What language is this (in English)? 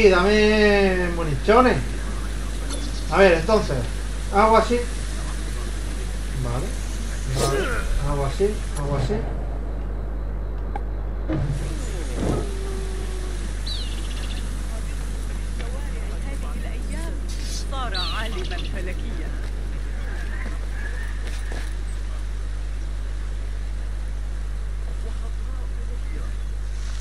Spanish